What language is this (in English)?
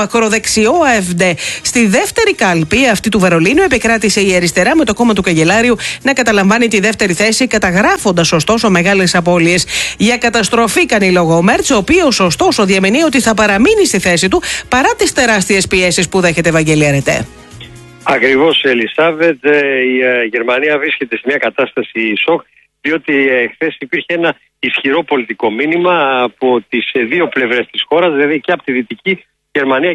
Greek